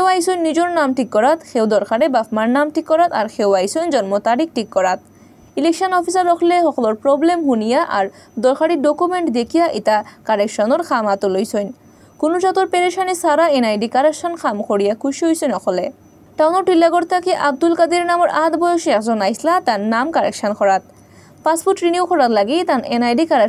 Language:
Sylheti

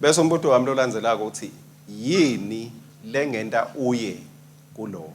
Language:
Swati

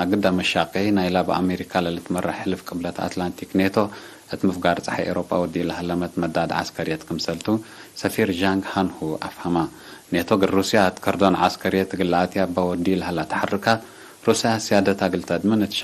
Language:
Tigre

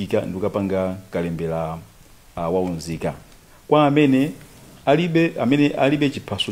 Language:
Nyanja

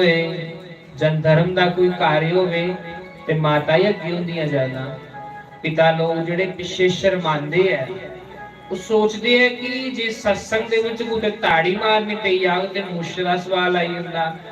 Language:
Dogri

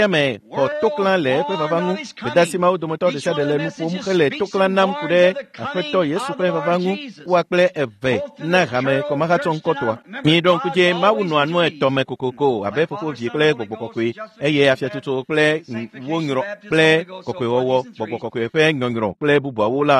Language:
Ewe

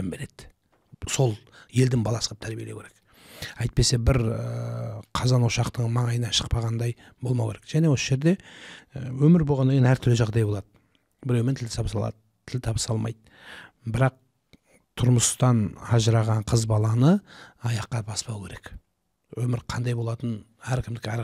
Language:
Kazakh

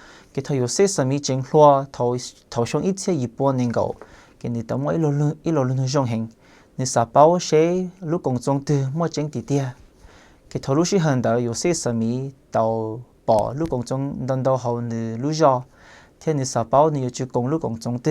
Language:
Hmong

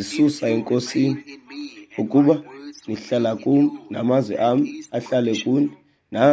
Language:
Xhosa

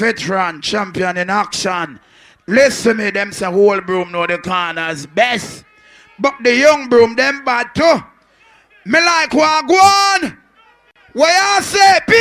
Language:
Jamaican Creole English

